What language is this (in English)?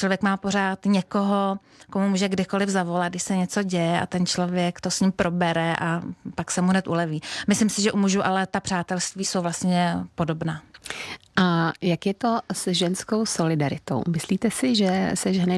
Czech